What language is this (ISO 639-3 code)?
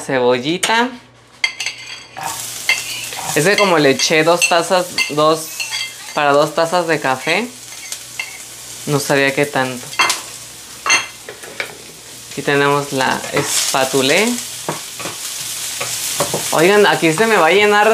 spa